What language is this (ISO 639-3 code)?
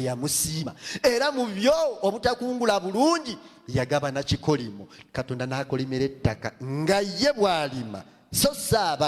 lug